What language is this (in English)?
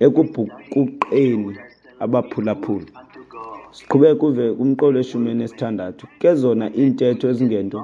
Xhosa